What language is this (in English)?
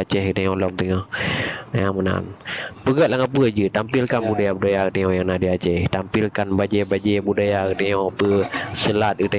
Achinese